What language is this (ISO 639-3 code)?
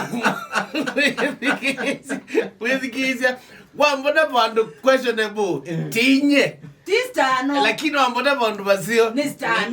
kam